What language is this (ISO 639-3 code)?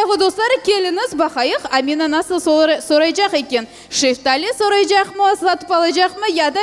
crh